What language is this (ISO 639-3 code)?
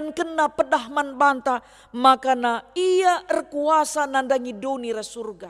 btx